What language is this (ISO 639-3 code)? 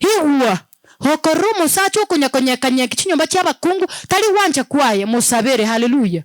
guz